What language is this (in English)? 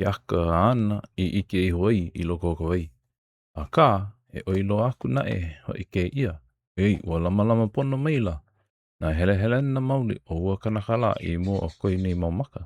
Hawaiian